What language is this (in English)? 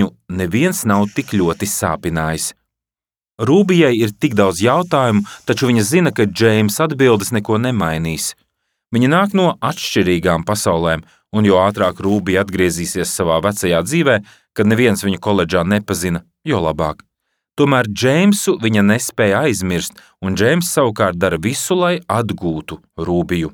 Latvian